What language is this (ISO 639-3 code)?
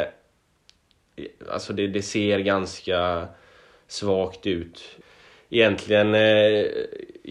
swe